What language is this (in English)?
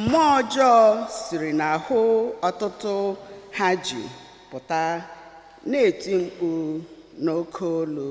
Igbo